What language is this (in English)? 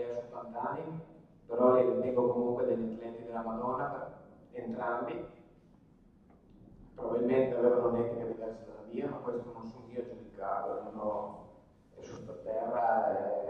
Italian